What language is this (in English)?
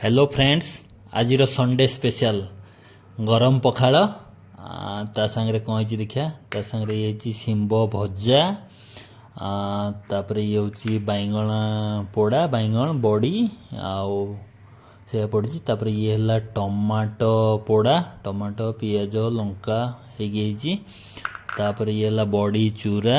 Odia